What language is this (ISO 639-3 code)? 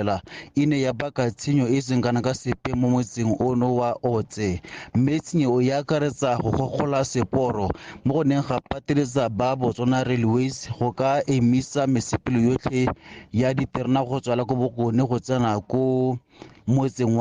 tsn